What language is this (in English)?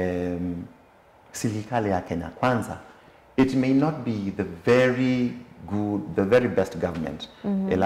Kamba